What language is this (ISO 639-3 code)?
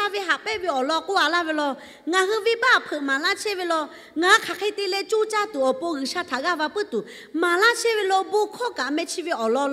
lhu